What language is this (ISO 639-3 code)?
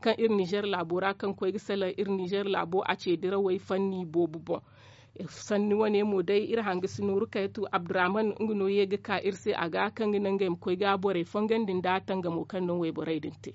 dje